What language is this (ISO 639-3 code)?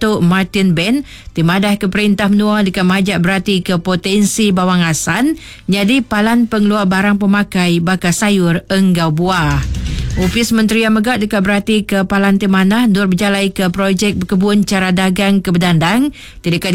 iba